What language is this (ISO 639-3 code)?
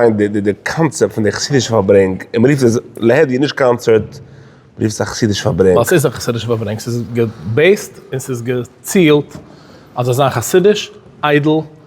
yid